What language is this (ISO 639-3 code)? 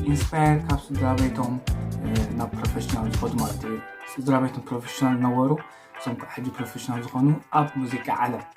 tir